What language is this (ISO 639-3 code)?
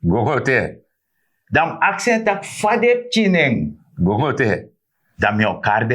srn